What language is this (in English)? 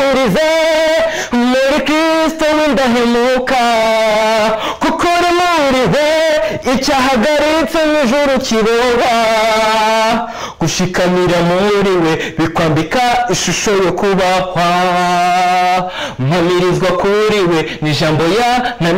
Kinyarwanda